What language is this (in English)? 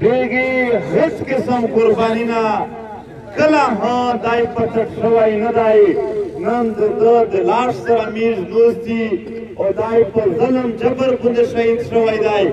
Pashto